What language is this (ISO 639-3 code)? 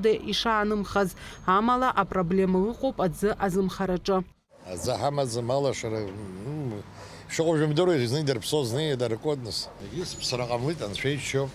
abk